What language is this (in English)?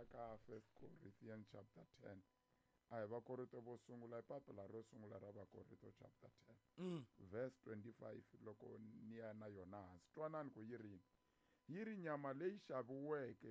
Tsonga